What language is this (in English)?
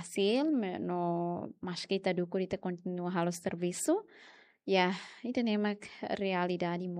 Tetum